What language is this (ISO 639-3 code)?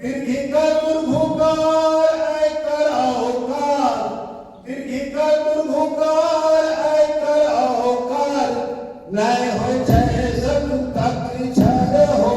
anp